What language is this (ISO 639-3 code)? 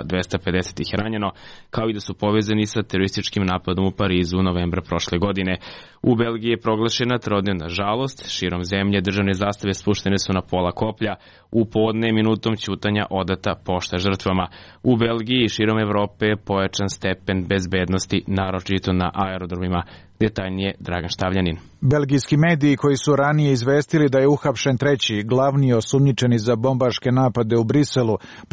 srp